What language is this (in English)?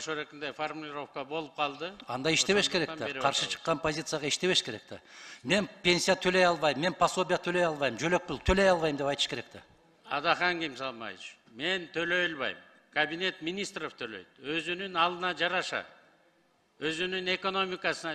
Kyrgyz